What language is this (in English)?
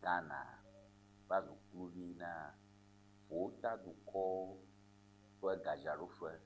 Ewe